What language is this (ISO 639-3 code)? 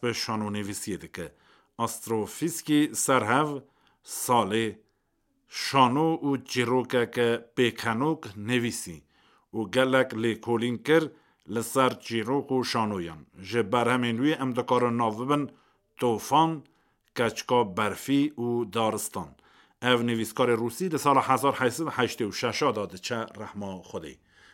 kur